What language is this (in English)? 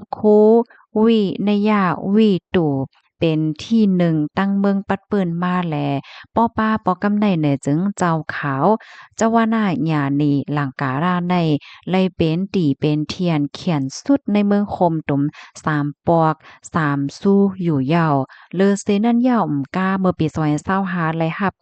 Shan